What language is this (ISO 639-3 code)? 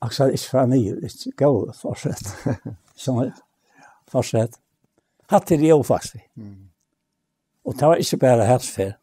fao